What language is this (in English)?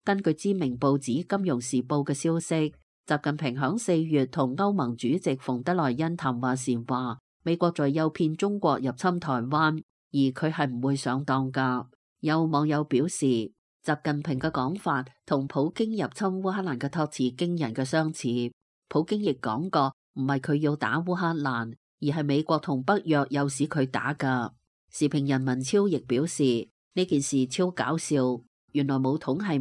Cantonese